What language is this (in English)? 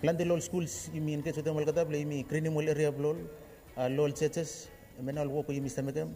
Bislama